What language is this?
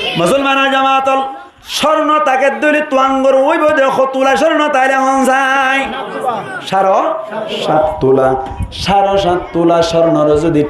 Rohingya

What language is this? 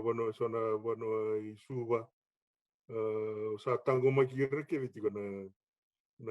Fijian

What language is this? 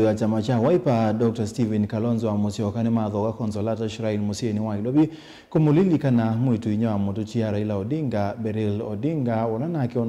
Kamba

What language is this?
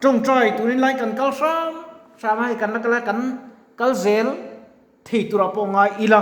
Mizo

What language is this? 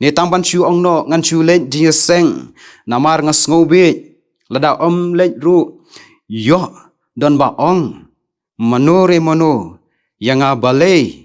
Khasi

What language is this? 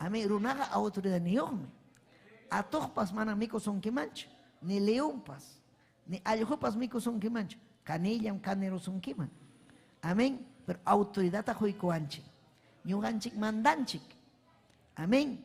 Ayacucho Quechua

